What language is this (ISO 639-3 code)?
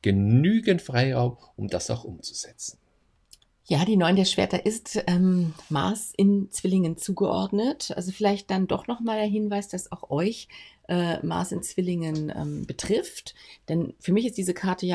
deu